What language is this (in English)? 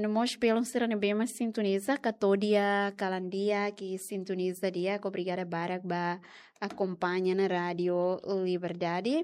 Tetum